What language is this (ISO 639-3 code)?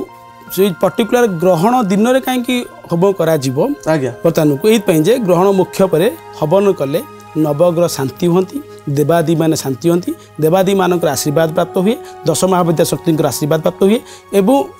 ori